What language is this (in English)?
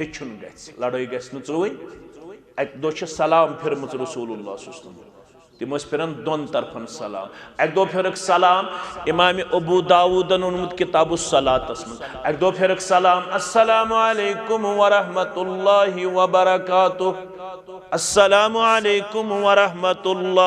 Kashmiri